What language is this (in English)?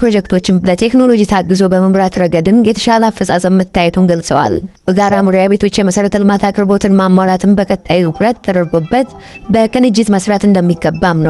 Amharic